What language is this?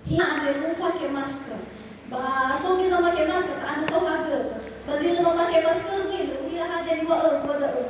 Nias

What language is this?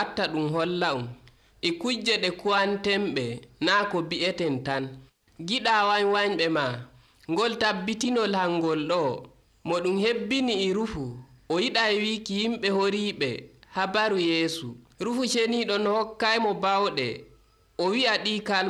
Nigerian Fulfulde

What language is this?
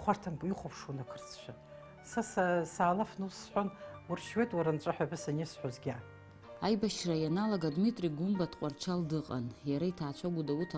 Abkhazian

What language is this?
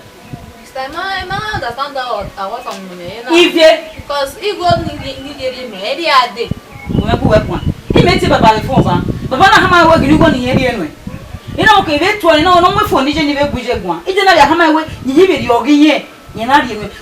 Bini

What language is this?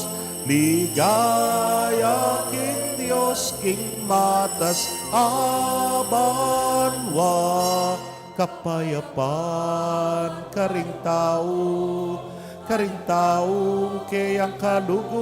Pampanga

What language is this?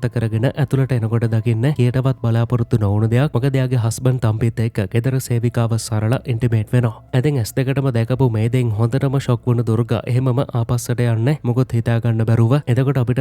Sinhala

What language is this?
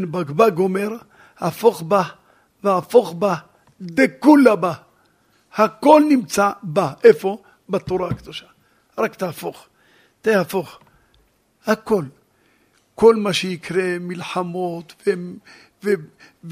Hebrew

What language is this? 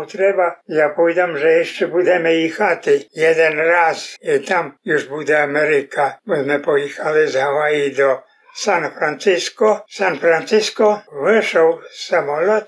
Rusyn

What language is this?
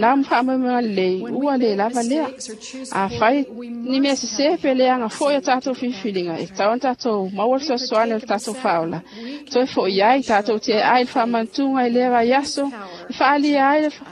Samoan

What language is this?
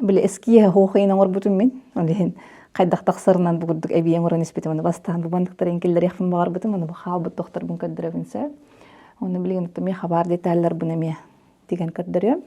Yakut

